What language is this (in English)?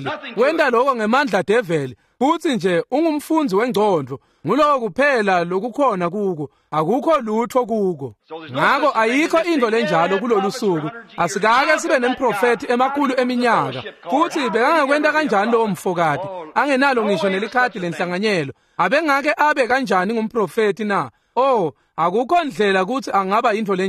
Swati